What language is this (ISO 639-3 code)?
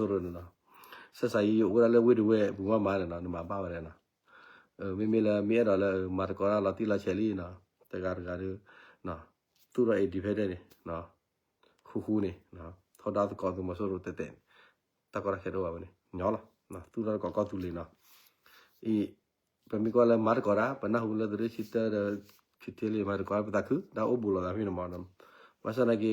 ksw